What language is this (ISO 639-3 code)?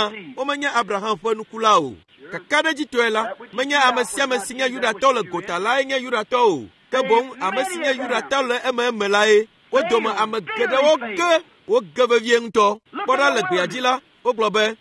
ewe